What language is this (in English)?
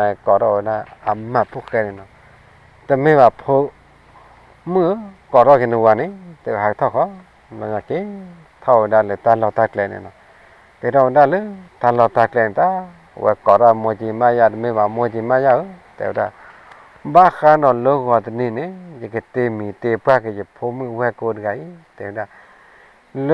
S'gaw Karen